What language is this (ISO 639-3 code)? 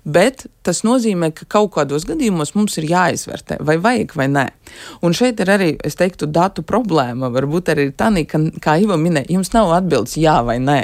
lav